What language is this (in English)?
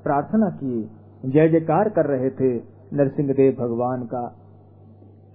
Hindi